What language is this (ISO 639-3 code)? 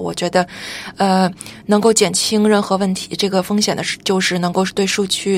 zho